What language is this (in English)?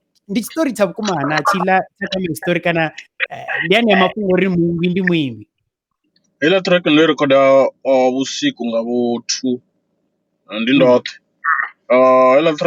Venda